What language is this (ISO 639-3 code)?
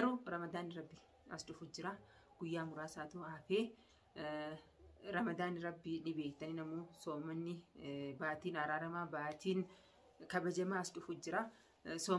orm